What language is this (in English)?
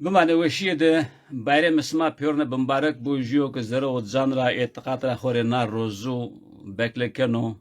Zaza